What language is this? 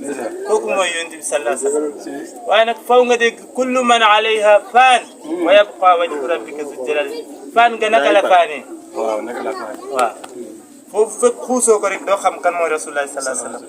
Wolof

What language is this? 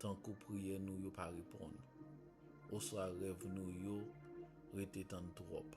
Haitian Creole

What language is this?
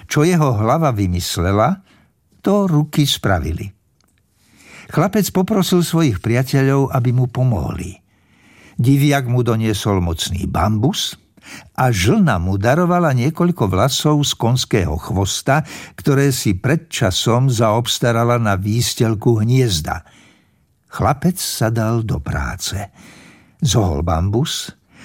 Slovak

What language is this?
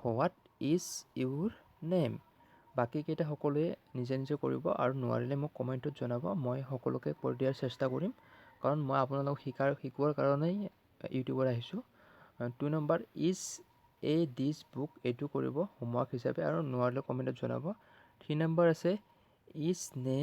Assamese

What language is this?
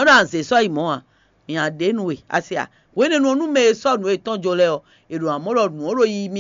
Fon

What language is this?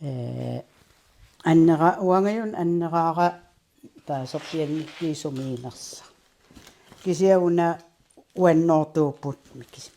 Kalaallisut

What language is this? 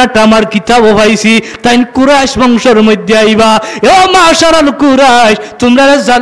Sylheti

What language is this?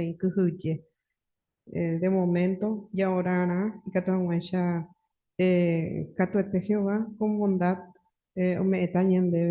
Guarani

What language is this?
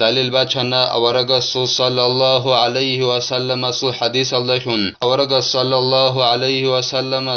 Avaric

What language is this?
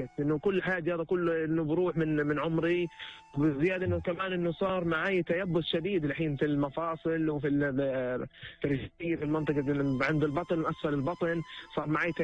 North Levantine Arabic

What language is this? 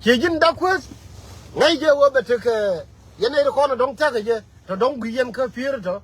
Nuer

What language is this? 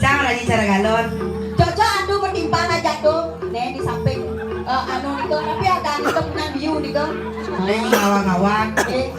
Balinese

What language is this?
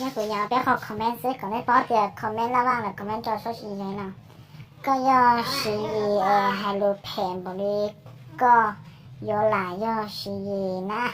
Hmong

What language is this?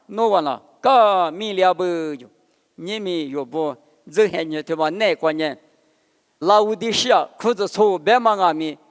Lisu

